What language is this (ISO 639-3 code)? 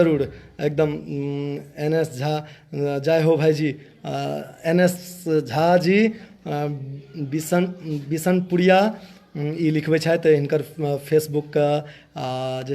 mai